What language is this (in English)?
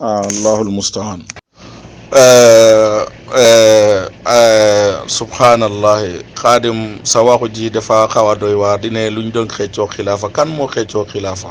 Wolof